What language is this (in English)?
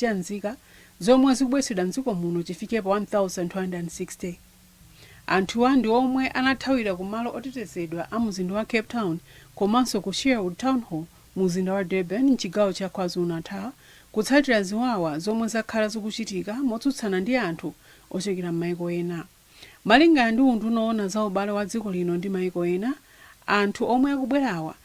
Nyanja